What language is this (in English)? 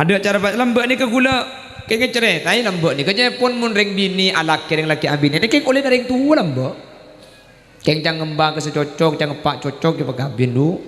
Madurese